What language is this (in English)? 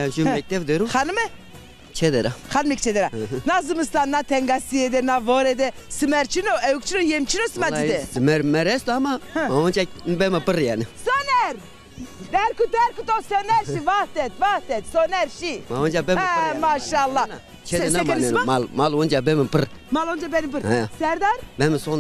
Zaza